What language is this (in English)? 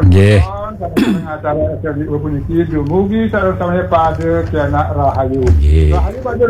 Balinese